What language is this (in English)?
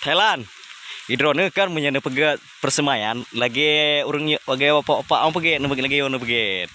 Achinese